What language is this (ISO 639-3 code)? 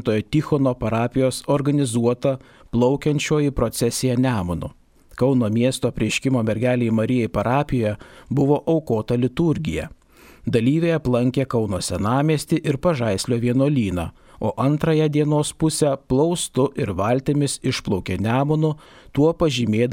lit